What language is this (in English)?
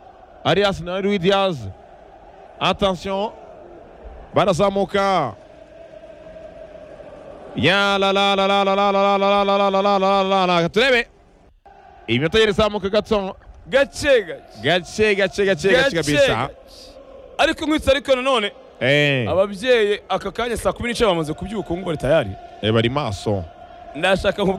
Kinyarwanda